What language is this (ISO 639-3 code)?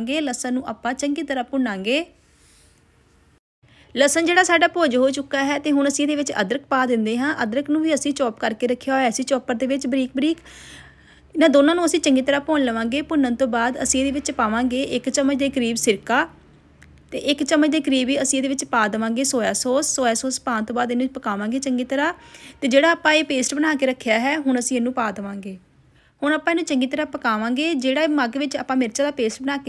pan